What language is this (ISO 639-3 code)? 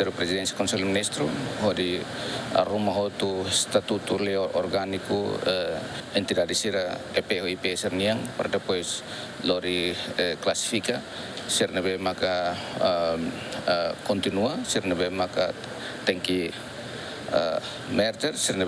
tet